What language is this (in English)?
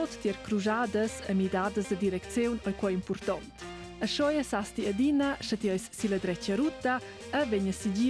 Romansh